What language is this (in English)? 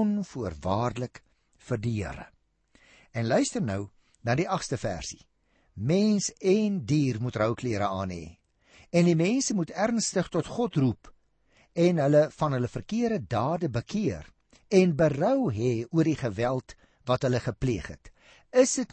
Afrikaans